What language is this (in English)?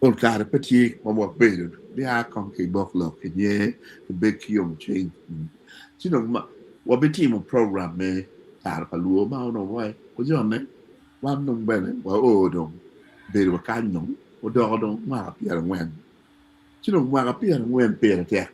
Acoli